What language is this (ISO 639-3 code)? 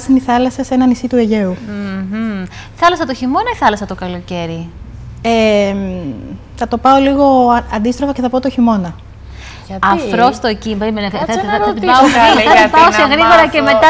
ell